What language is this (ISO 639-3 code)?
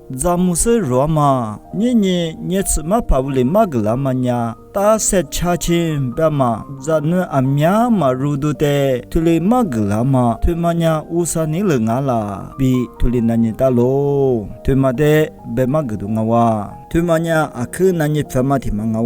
lis